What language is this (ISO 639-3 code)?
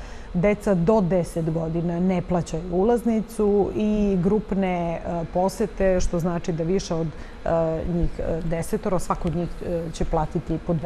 srp